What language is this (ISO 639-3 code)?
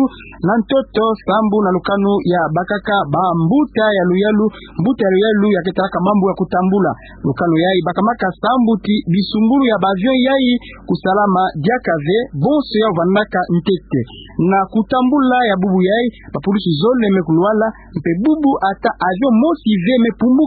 ktu